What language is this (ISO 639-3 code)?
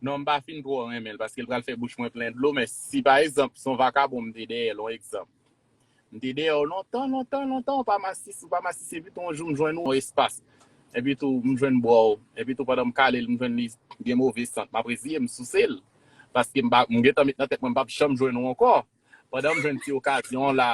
hat